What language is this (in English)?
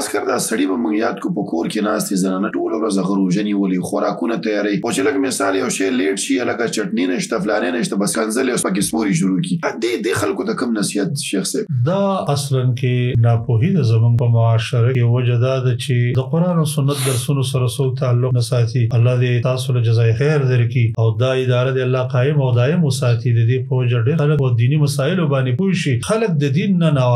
Pashto